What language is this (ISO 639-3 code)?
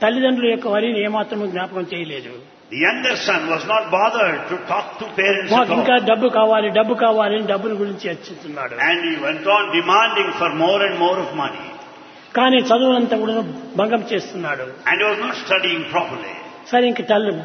tel